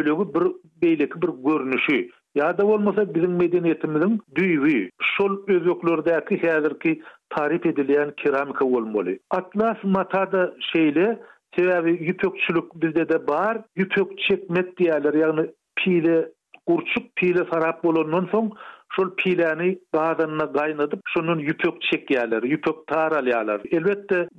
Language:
Turkmen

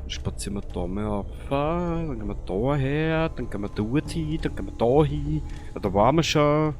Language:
Bavarian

